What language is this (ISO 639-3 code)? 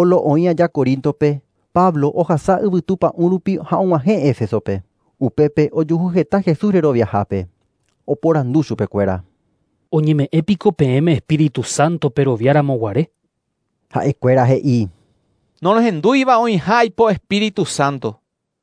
grn